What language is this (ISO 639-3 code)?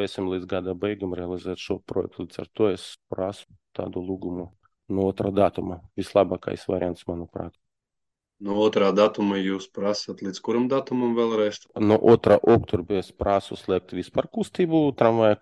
lav